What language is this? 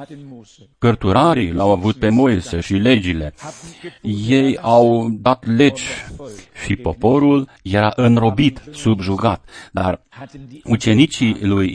Romanian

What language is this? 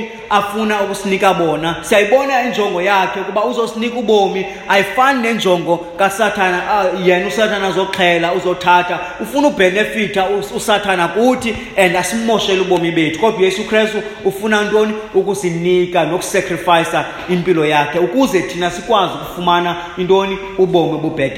Xhosa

